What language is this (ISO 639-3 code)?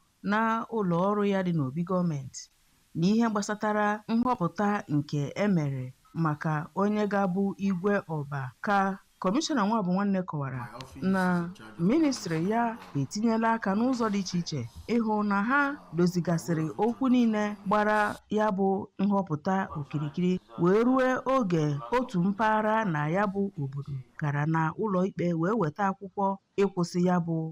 ibo